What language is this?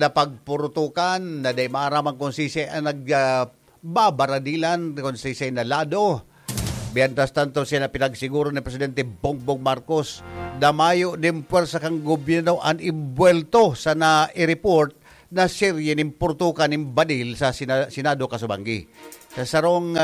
Bikol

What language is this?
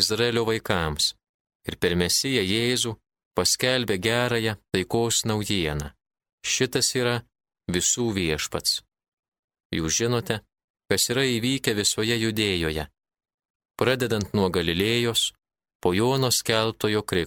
Lithuanian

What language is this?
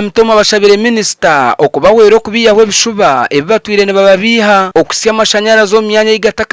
Nyankole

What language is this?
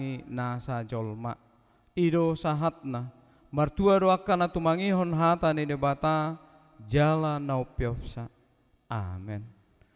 Batak Toba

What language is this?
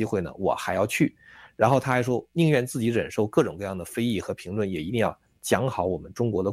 Chinese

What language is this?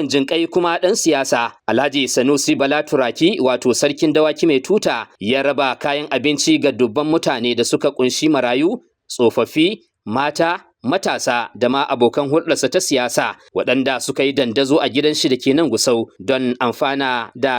Hausa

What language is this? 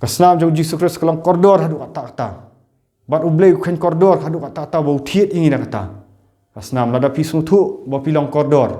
Khasi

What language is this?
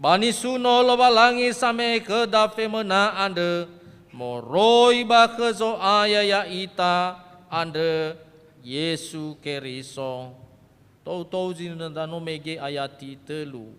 Nias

